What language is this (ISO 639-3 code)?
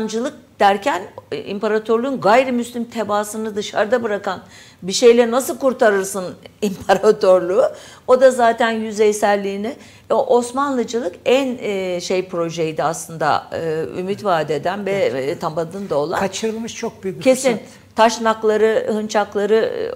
tur